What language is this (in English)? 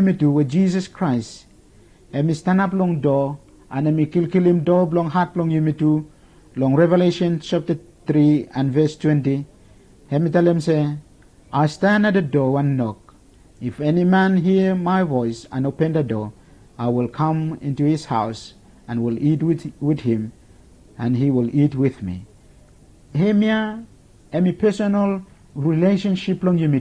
Bislama